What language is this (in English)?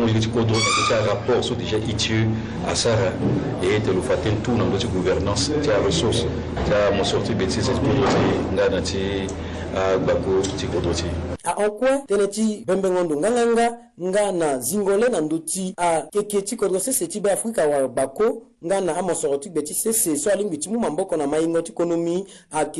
Sango